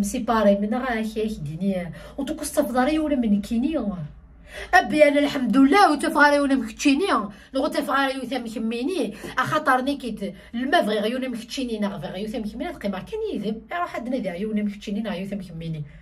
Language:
Kabyle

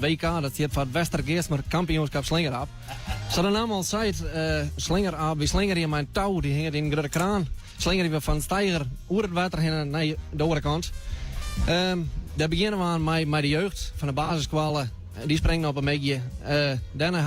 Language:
Western Frisian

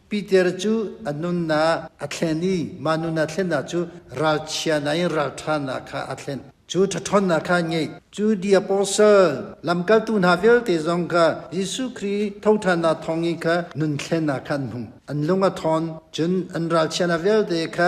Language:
Hakha Chin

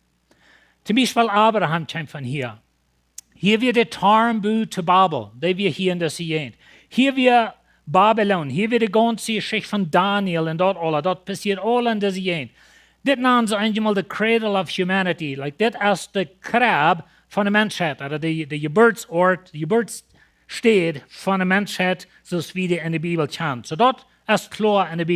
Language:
Plautdietsch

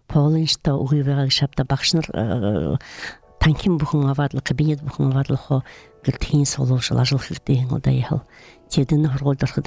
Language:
Buriat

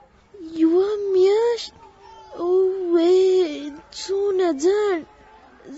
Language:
Pashto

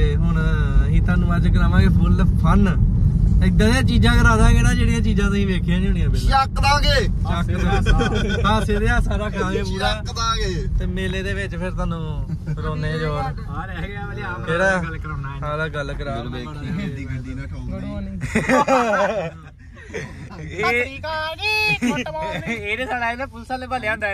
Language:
Punjabi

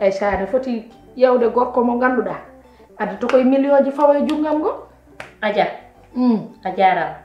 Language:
Fula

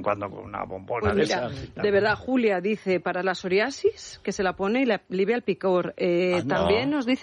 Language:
Spanish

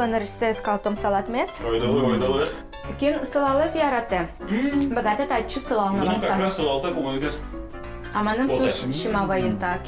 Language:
Udmurt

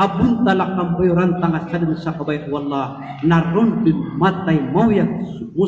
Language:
Maranao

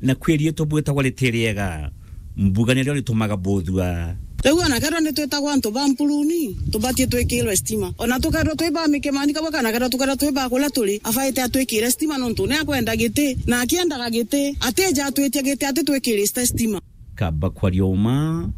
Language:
Meru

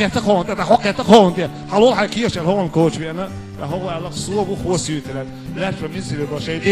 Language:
Chechen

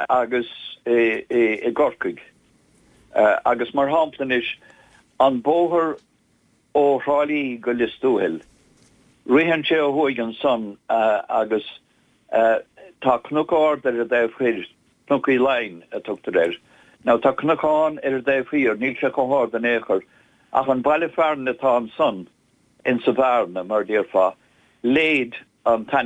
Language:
Irish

